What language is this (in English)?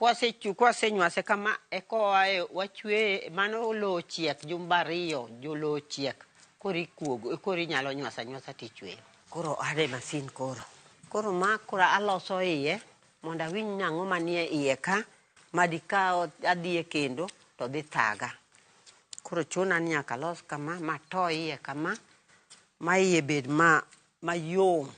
Luo (Kenya and Tanzania)